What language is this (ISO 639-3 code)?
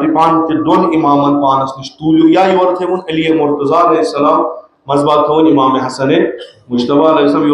kas